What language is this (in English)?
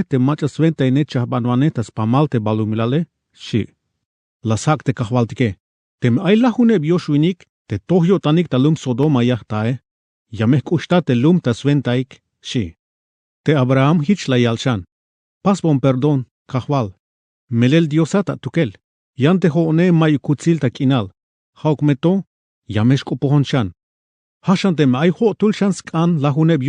Tzeltal